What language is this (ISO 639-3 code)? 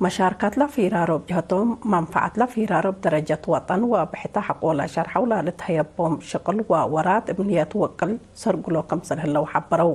tig